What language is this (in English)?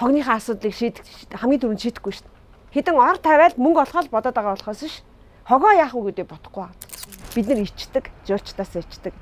Mongolian